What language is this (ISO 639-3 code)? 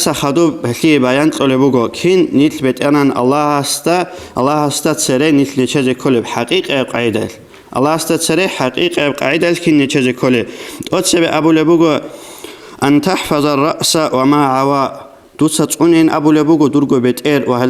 ava